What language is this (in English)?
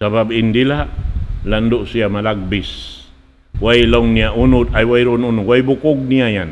Tausug